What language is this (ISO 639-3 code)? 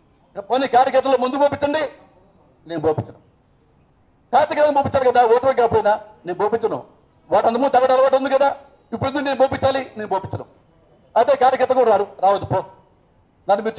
tel